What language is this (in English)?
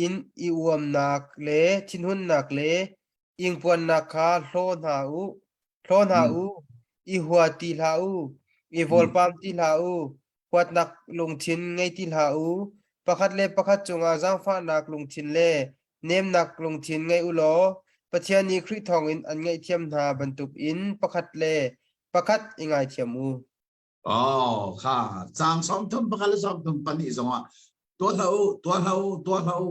Hakha Chin